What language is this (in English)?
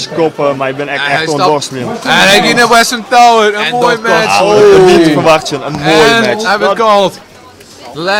Western Frisian